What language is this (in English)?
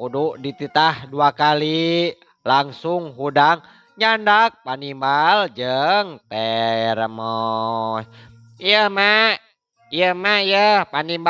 Sundanese